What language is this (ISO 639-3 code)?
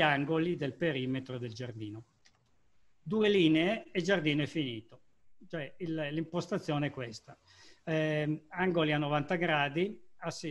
ita